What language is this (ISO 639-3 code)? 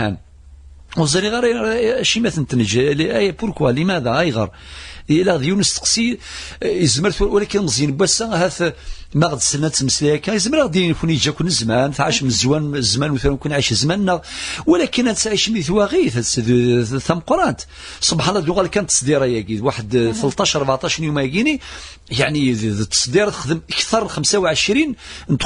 kab